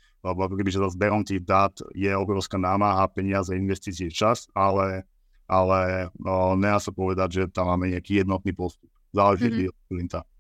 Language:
Slovak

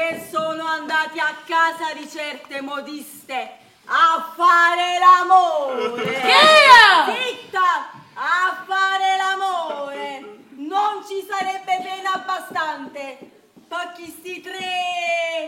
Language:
Neapolitan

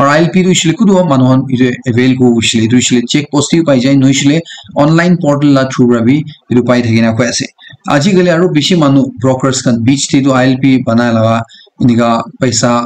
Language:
Naga Pidgin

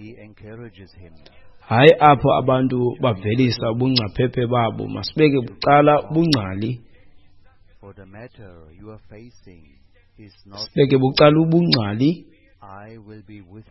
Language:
Xhosa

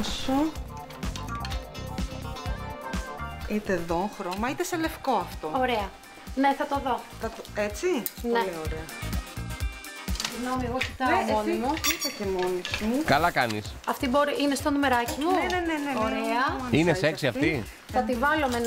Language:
Greek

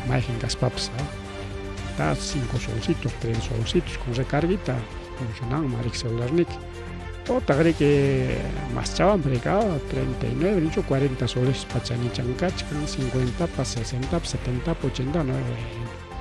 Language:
Ayacucho Quechua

